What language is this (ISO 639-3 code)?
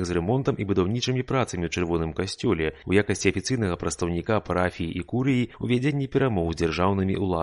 bel